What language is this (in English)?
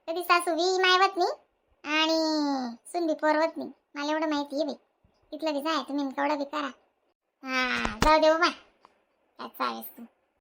Khandesi